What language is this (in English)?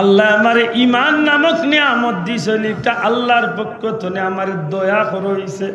Sylheti